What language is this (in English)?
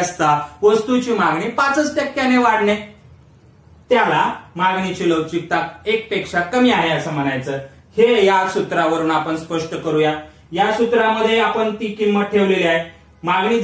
Marathi